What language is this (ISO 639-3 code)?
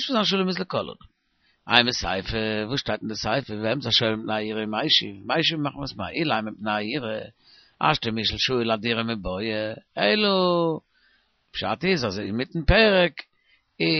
yid